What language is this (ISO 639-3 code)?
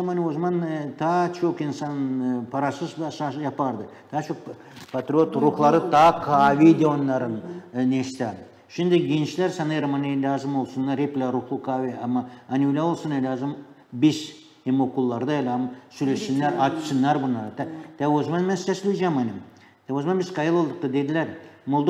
gag